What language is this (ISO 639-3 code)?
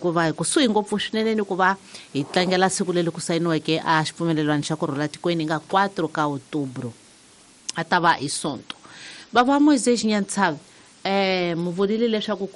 tso